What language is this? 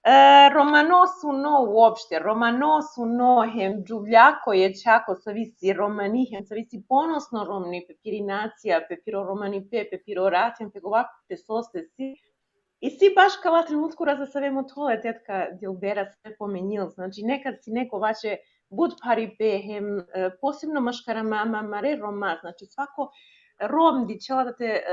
Balkan Romani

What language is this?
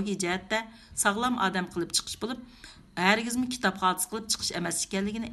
Uyghur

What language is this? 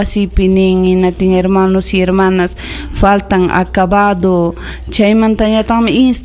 Ayacucho Quechua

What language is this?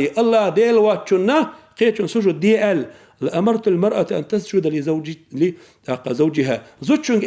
Chechen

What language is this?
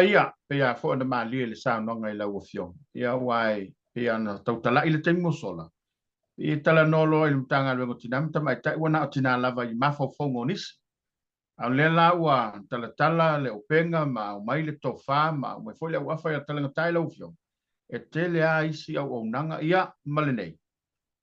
Samoan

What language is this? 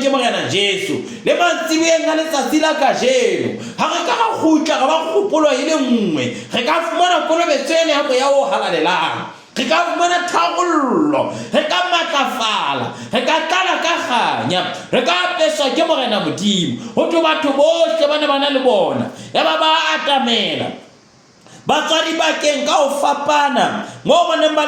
Southern Sotho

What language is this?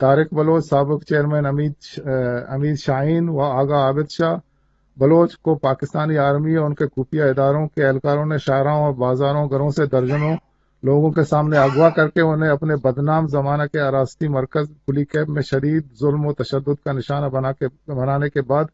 Eastern Balochi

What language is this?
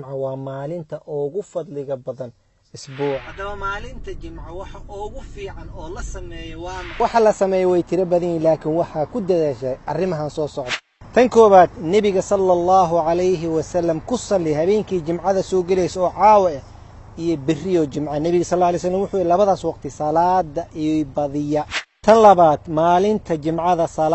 Somali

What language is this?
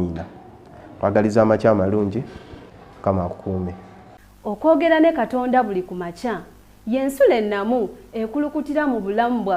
Ganda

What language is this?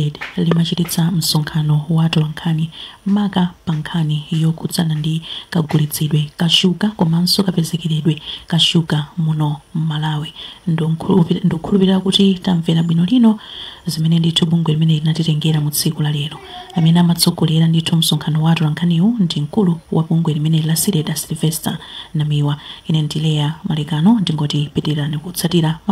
Nyanja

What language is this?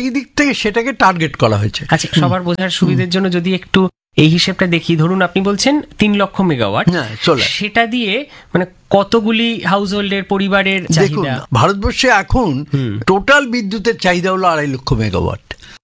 Bangla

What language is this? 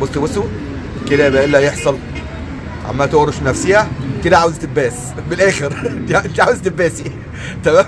Egyptian Arabic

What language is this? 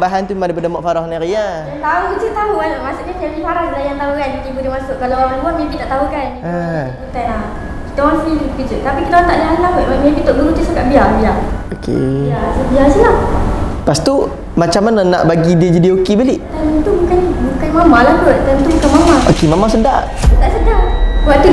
Malay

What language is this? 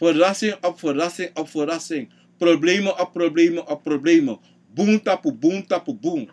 Sranan Tongo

